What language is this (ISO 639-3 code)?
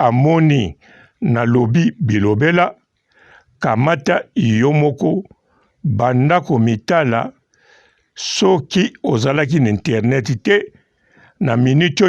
lin